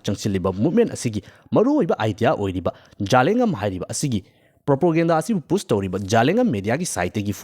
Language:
Manipuri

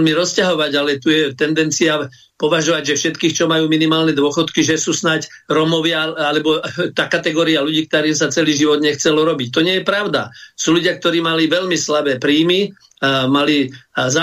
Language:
Slovak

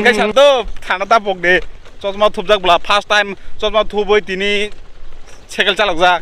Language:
Kok Borok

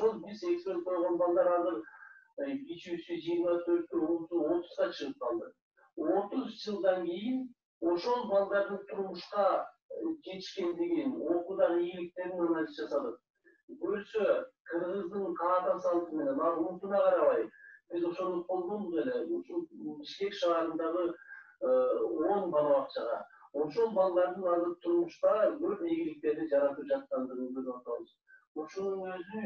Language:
Kyrgyz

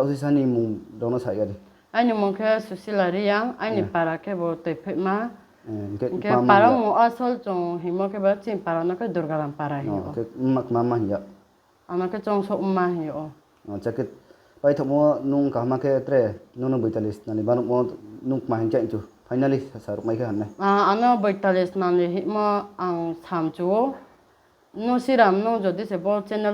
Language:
Riang (India)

